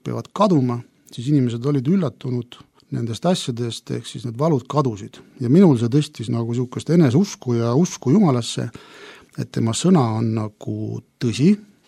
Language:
Estonian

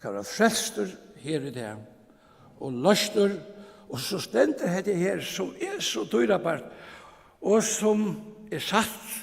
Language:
Faroese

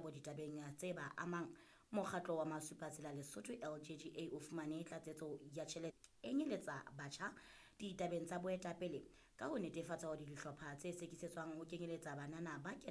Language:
Southern Sotho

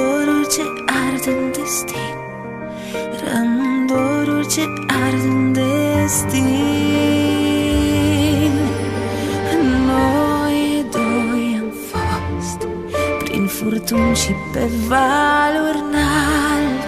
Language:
Romanian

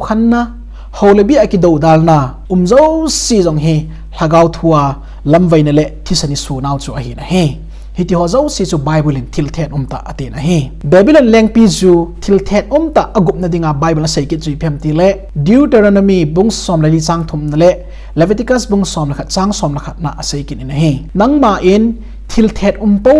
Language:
Thado Chin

